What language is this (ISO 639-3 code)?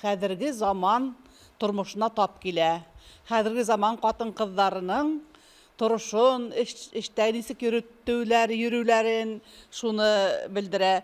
bak